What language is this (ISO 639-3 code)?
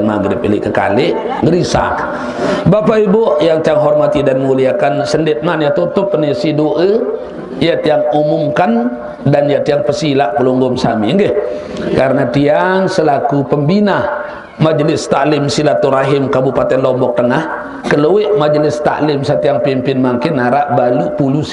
sas